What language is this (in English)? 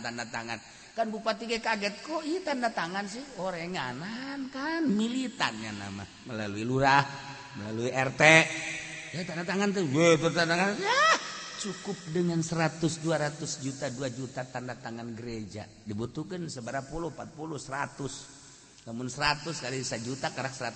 Sundanese